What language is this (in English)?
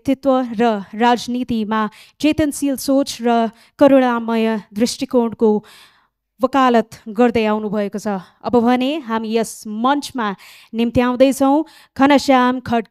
Nepali